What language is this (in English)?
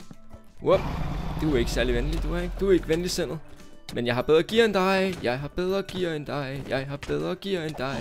Danish